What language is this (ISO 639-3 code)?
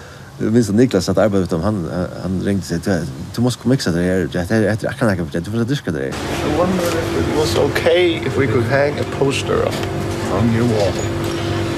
fao